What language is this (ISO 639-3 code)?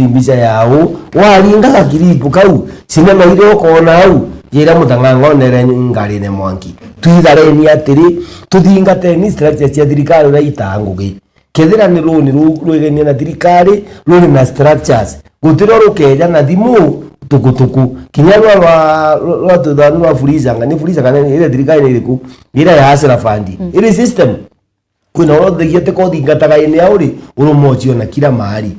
mer